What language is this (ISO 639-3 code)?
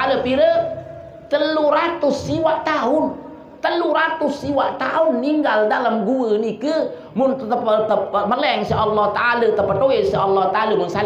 sas